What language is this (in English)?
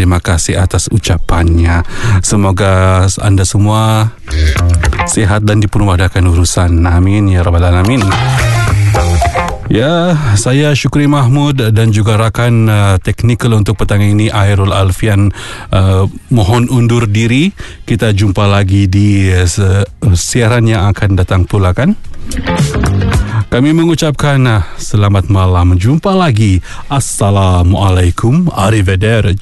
Malay